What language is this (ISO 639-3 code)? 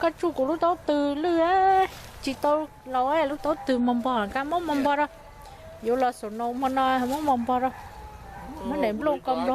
hmn